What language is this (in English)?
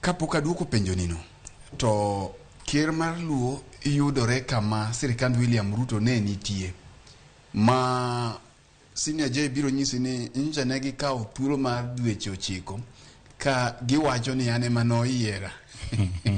Luo (Kenya and Tanzania)